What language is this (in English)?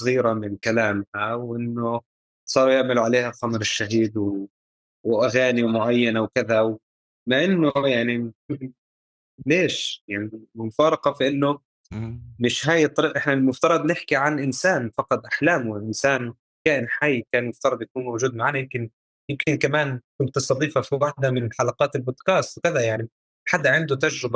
North Levantine Arabic